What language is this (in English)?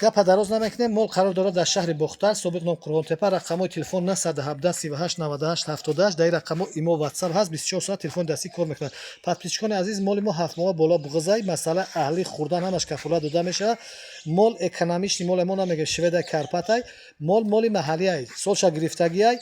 Tajik